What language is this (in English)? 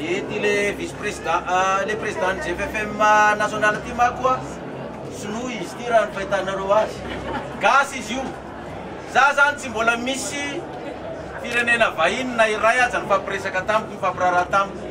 Malagasy